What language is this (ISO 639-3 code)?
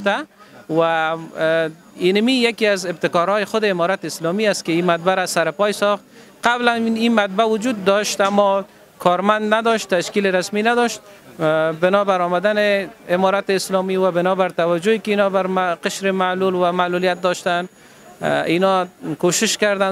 fas